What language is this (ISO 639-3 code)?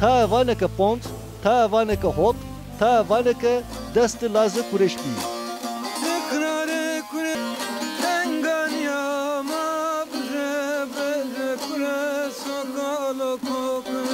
zza